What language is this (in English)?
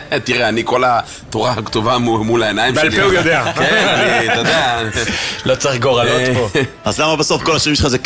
Hebrew